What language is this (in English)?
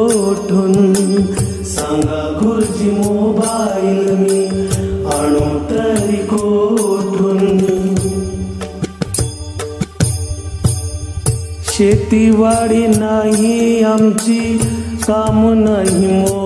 Marathi